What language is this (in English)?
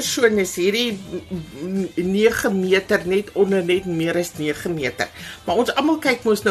Afrikaans